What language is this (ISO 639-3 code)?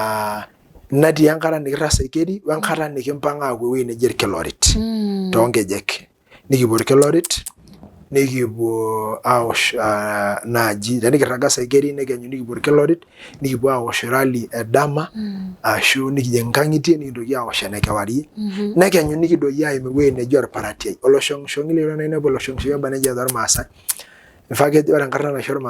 mas